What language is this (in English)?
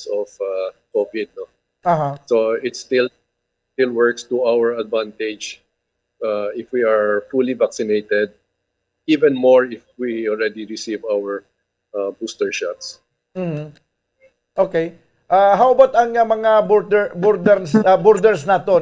Hiligaynon